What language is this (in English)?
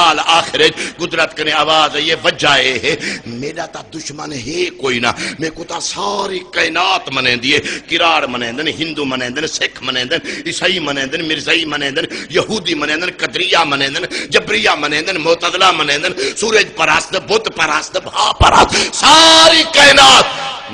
Saraiki